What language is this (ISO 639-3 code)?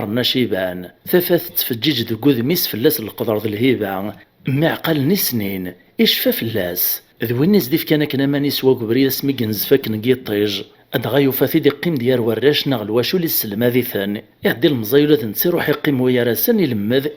kab